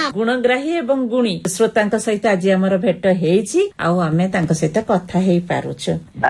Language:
Odia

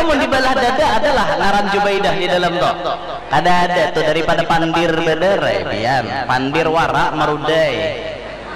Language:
Banjar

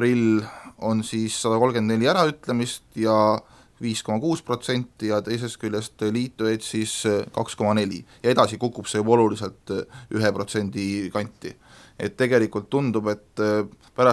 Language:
Estonian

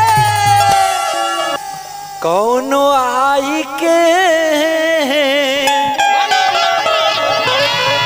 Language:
Bhojpuri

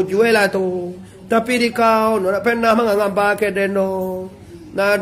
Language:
Minangkabau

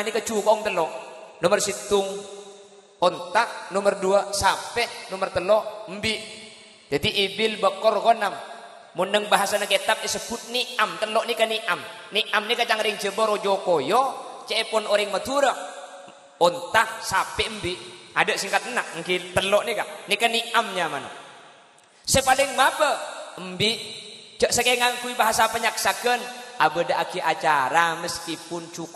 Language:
Madurese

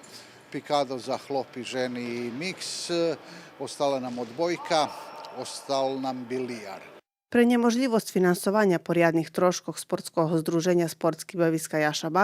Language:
Rusyn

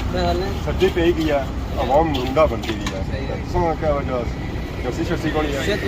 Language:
Pahari-Potwari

